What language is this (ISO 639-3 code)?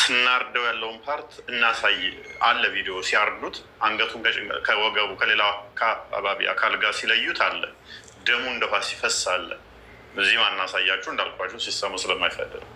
amh